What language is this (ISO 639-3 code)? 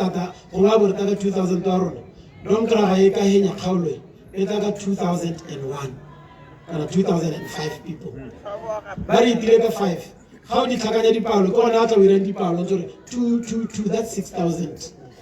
tsn